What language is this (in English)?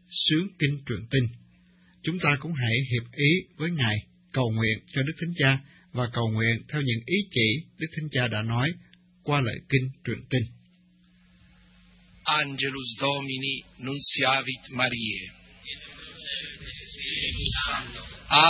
Vietnamese